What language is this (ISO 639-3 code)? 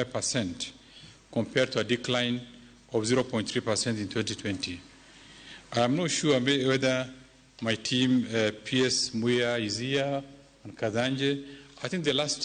luo